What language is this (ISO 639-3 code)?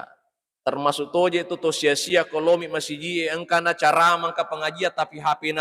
bug